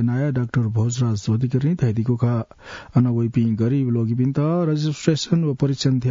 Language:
Newari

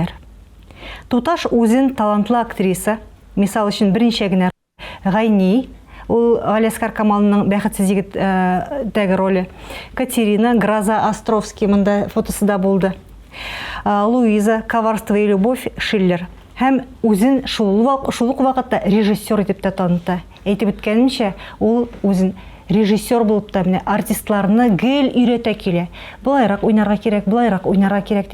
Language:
Tatar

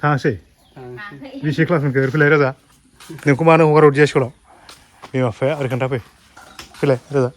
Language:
Bodo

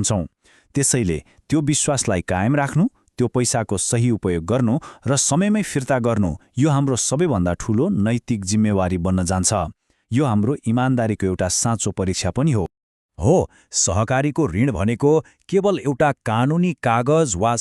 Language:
Nepali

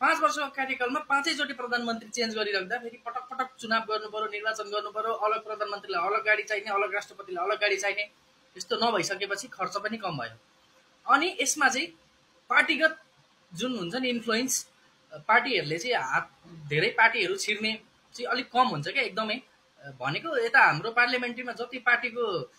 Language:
Nepali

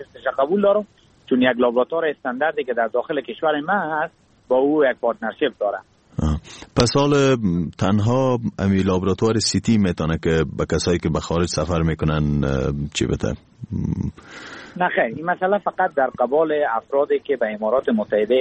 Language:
Persian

